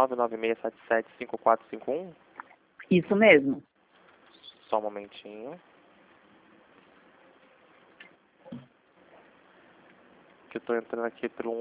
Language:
Portuguese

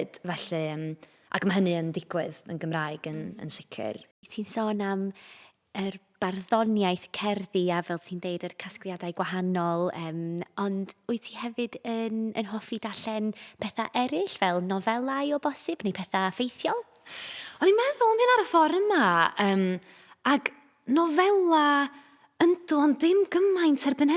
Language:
Welsh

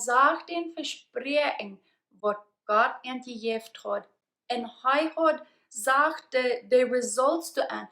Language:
Plautdietsch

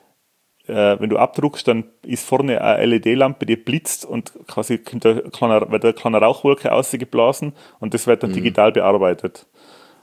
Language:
German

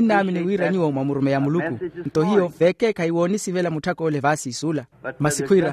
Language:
Makhuwa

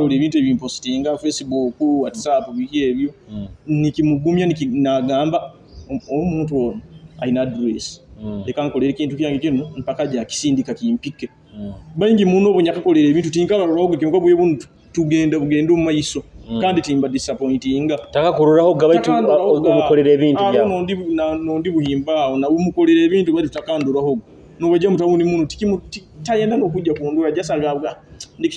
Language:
Nyoro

